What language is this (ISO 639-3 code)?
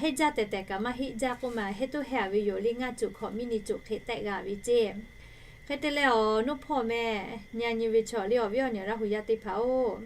lhu